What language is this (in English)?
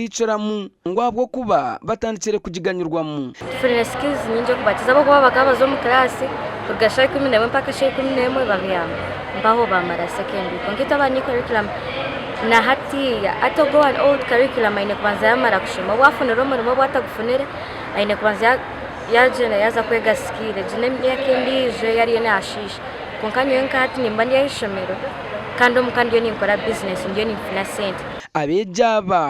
Nyankole